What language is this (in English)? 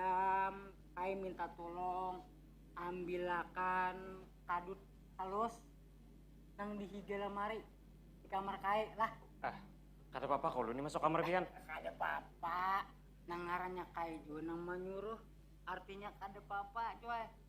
Banjar